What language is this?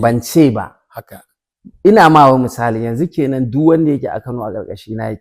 Hausa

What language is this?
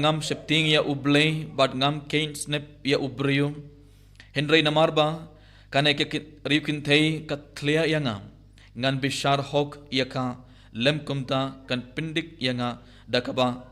Khasi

